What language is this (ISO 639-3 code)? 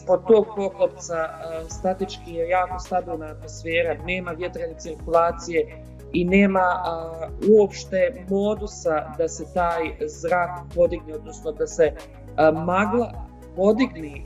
bos